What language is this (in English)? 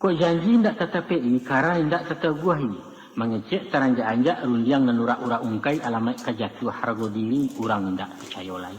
Minangkabau